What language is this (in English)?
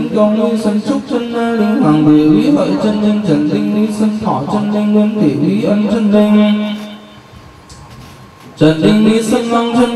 Vietnamese